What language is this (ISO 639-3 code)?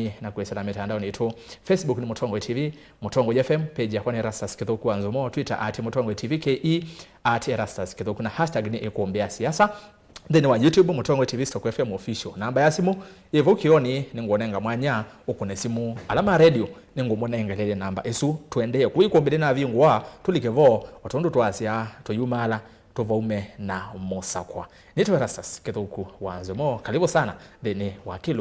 kam